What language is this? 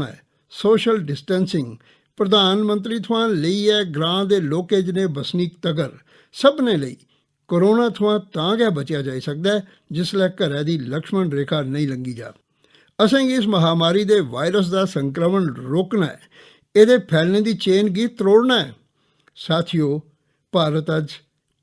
Dogri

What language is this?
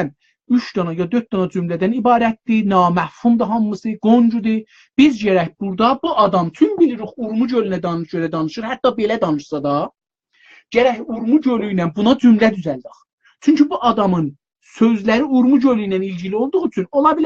South Azerbaijani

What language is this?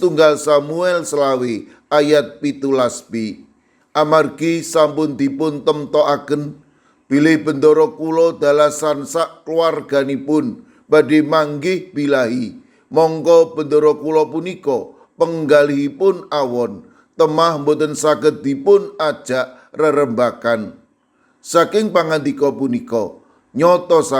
Javanese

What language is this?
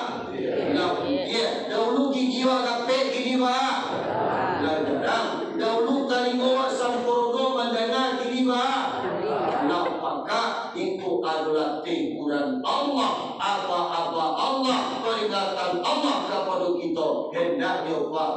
Minangkabau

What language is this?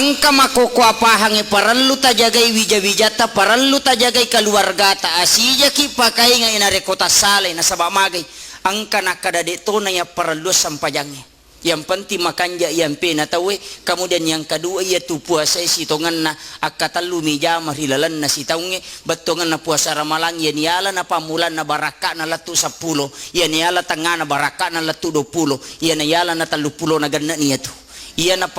Buginese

